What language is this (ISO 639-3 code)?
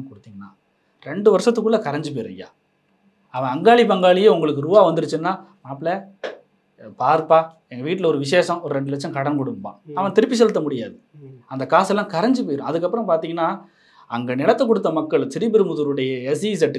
tam